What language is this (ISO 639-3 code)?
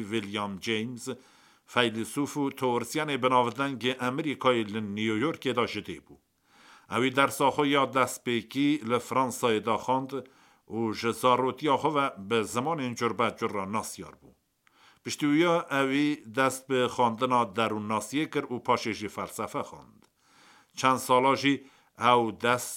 kur